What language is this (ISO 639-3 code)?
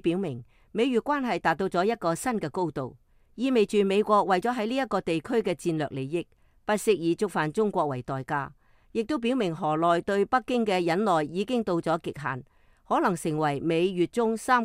yue